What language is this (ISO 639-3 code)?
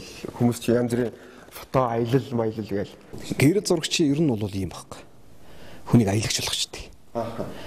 mon